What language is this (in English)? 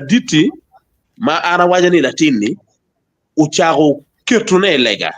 Acoli